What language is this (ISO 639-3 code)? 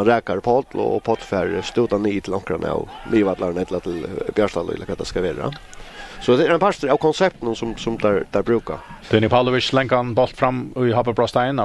fao